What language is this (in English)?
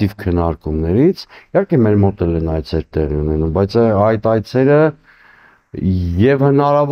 Armenian